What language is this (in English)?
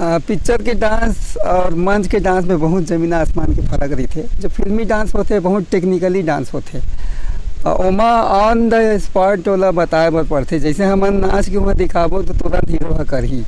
Chhattisgarhi